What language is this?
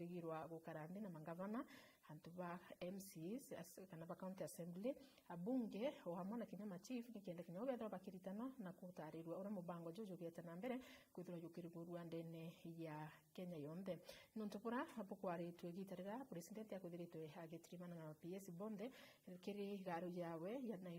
Meru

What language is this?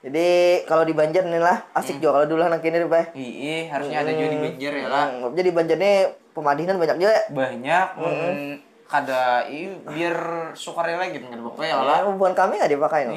Banjar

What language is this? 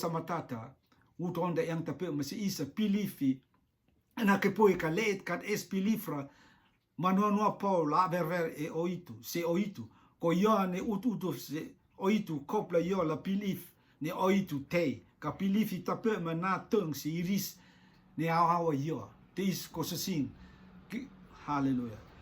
Rotuman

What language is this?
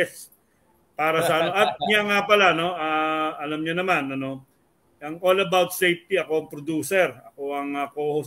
Filipino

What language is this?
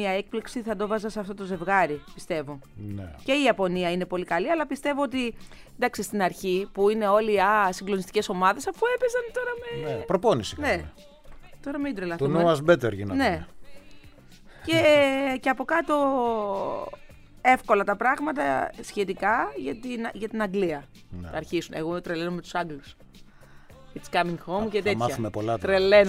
Greek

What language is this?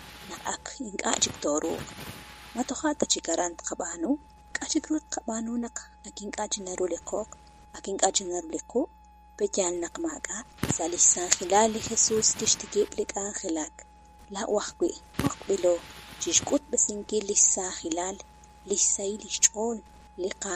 Kekchí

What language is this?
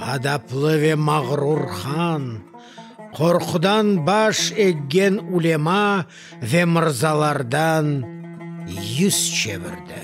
Crimean Tatar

